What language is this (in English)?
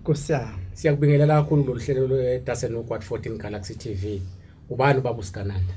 Zulu